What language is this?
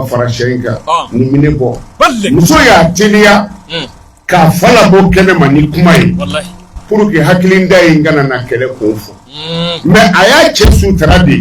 Bambara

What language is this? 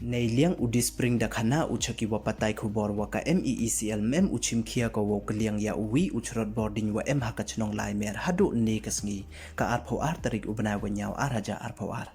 Pnar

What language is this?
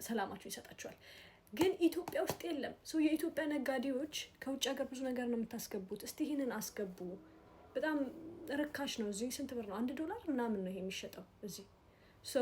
Amharic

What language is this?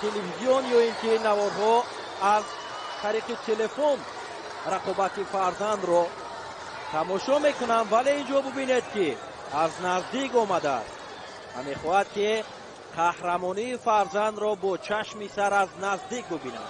Tajik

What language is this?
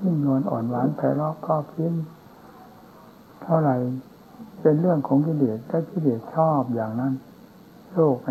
Thai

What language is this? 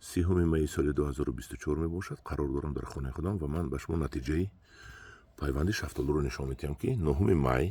Tajik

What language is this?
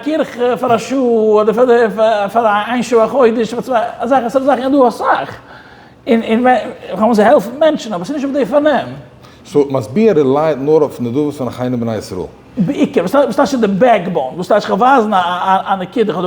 Yiddish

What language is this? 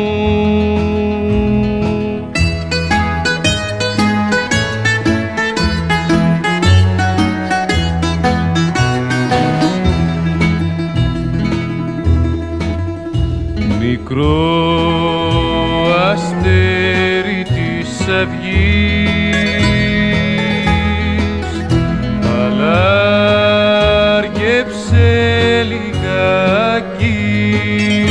Greek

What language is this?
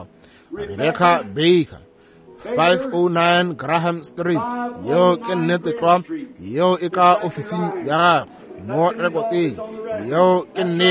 Northern Sotho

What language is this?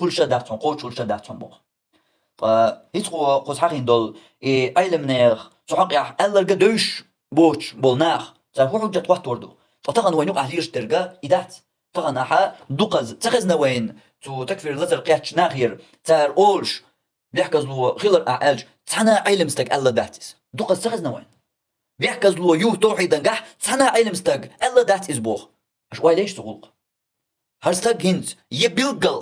Chechen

